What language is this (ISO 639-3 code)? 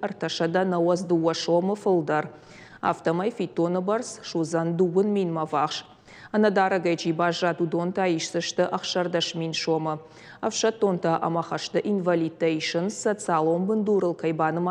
oss